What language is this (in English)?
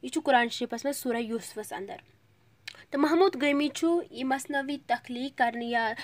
Kashmiri